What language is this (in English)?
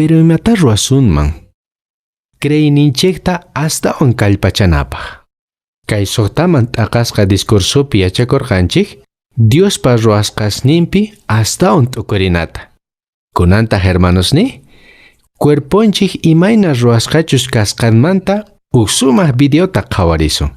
Quechua